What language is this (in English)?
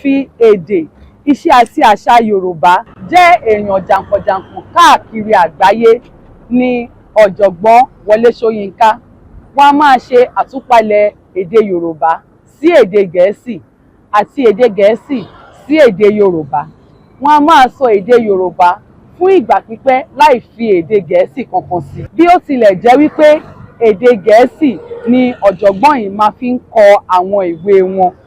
Yoruba